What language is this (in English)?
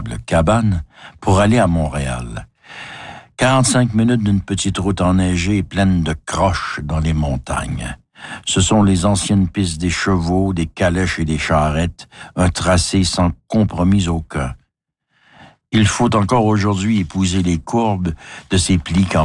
French